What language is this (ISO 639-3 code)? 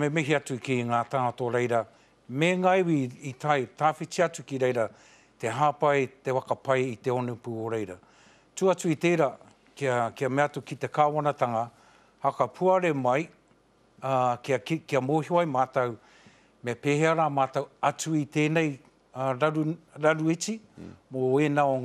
mri